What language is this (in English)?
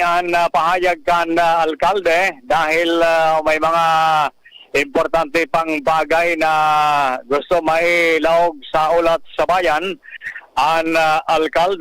Bikol